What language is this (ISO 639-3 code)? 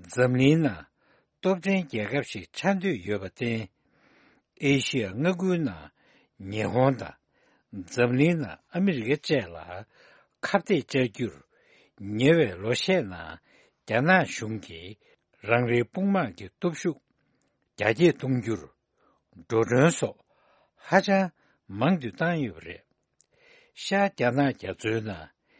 bod